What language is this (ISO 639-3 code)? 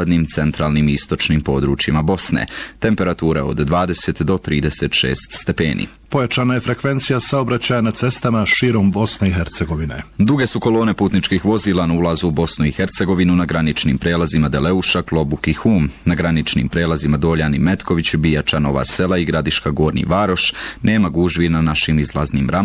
bos